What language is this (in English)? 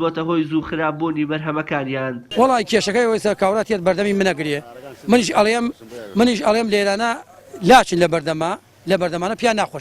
Central Kurdish